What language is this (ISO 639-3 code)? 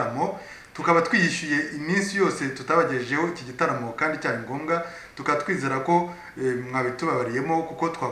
kin